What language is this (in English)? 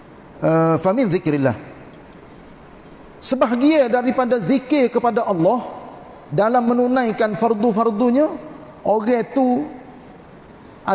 Malay